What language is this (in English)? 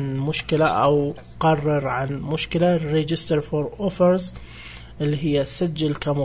Najdi Arabic